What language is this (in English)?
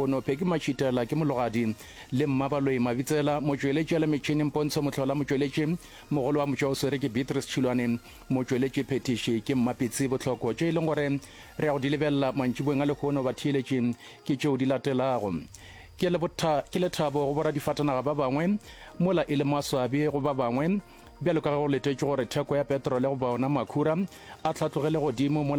Northern Sotho